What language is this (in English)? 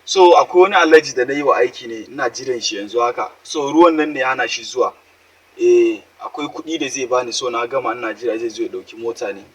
Hausa